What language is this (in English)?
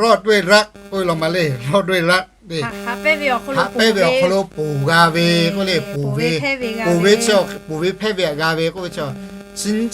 Lahu